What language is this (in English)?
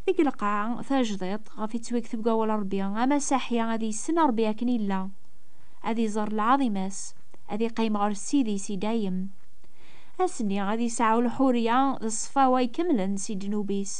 Kabyle